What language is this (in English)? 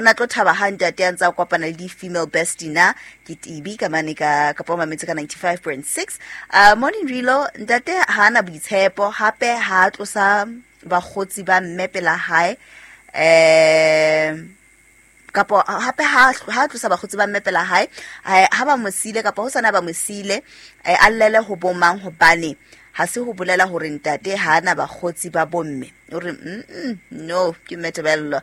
Southern Sotho